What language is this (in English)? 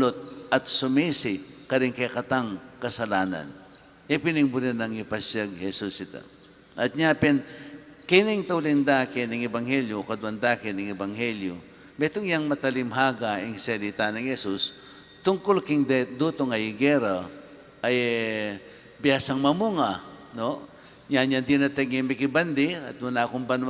Pampanga